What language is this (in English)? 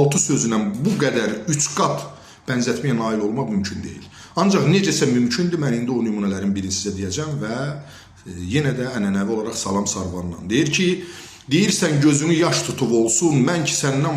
Azerbaijani